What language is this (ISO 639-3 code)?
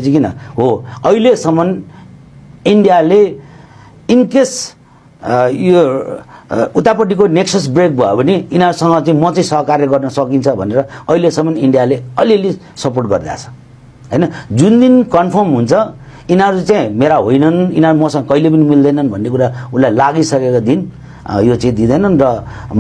nep